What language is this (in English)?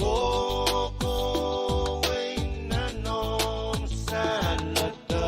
Pohnpeian